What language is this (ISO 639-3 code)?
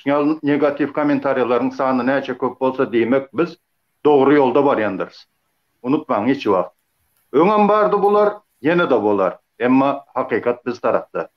tuk